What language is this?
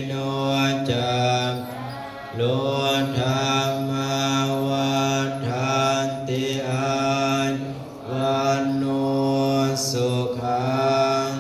Pali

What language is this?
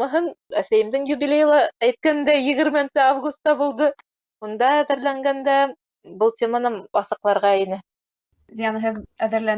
Bashkir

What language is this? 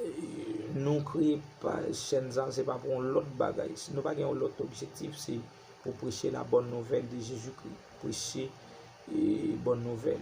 Haitian Creole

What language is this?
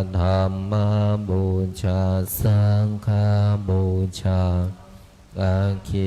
Pali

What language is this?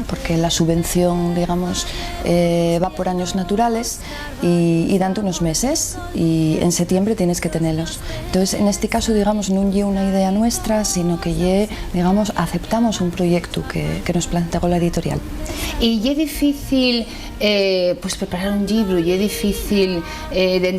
Asturian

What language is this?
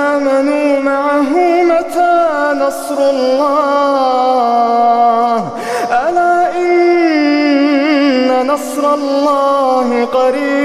Arabic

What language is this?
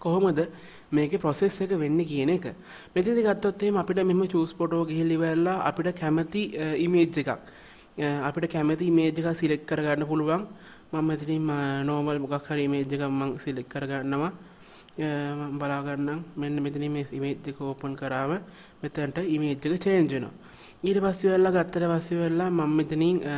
Sinhala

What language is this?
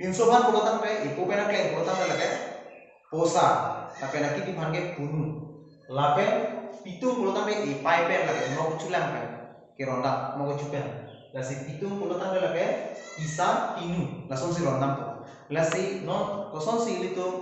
Karbi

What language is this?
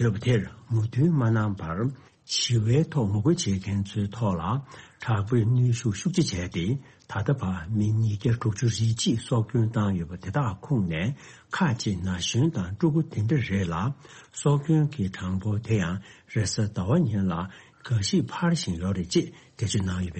Tibetan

